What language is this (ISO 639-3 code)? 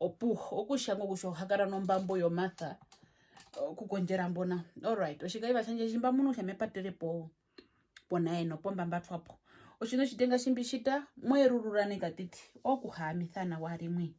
her